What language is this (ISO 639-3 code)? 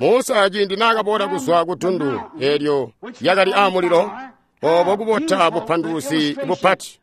toi